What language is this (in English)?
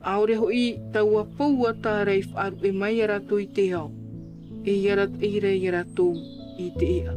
Tahitian